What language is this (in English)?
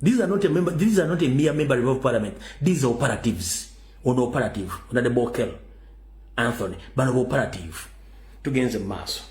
Ganda